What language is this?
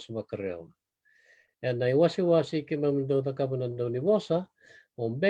Fijian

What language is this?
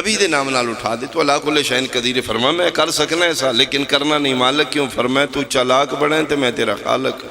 Pahari-Potwari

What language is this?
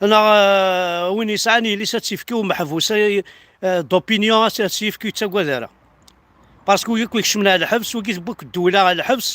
Kabyle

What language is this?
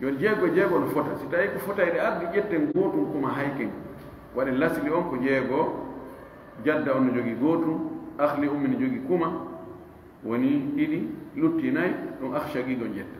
Fula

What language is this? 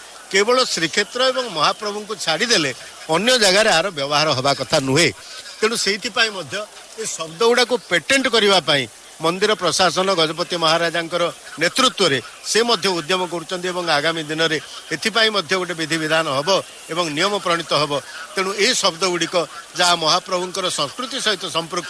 Odia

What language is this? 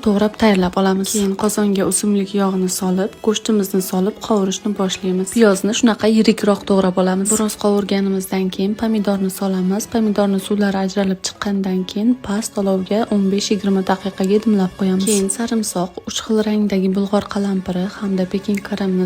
Uzbek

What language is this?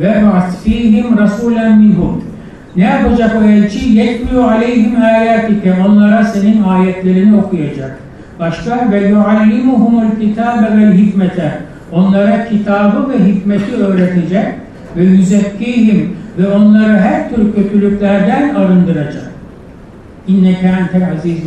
Turkish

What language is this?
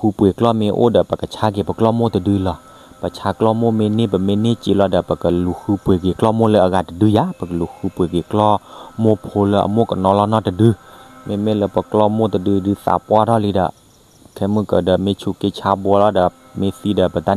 S'gaw Karen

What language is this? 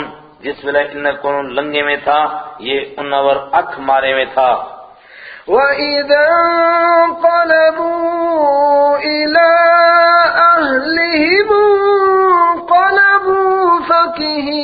Gujari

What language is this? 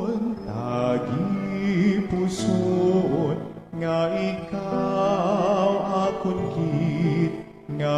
Hiligaynon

